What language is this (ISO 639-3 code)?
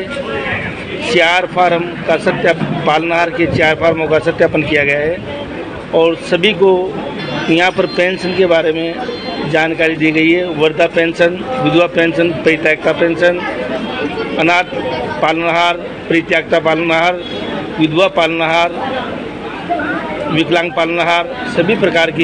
hin